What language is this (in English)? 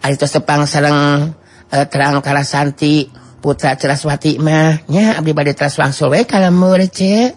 Sundanese